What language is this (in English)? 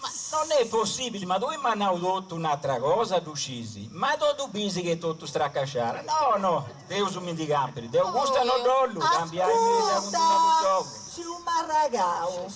Sardinian